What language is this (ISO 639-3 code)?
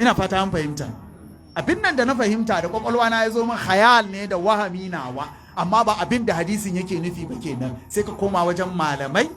hau